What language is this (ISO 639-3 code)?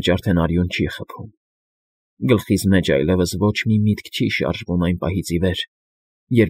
hye